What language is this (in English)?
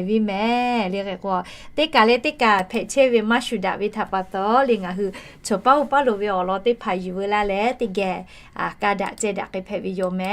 Lahu